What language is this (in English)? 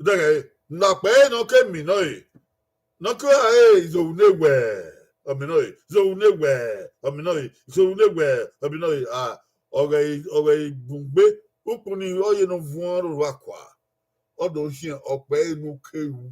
Bini